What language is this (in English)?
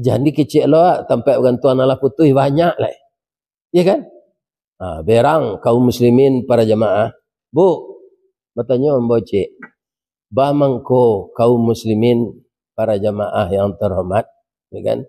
Minangkabau